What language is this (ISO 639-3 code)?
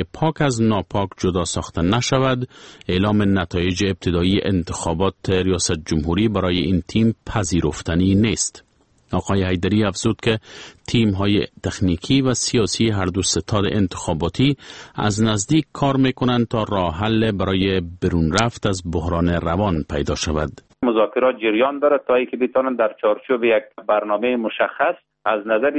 fas